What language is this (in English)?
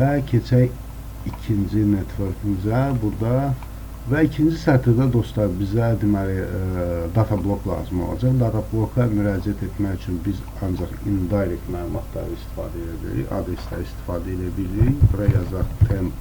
Azerbaijani